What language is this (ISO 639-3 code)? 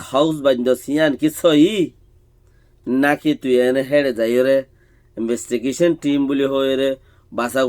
rhg